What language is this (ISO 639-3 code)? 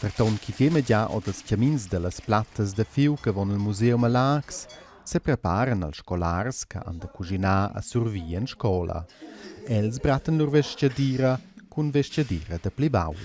roh